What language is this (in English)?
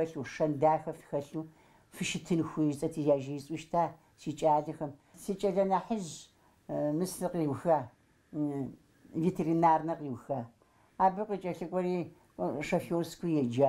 Kabardian